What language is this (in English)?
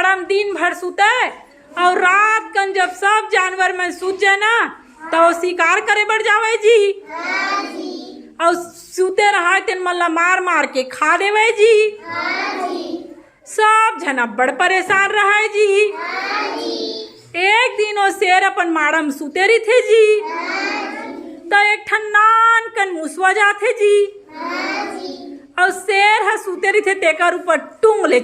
Chhattisgarhi